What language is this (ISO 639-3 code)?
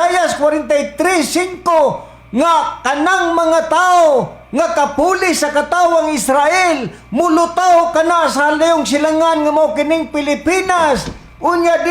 ceb